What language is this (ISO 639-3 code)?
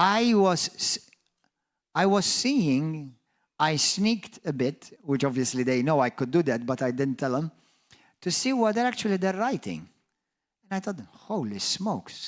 eng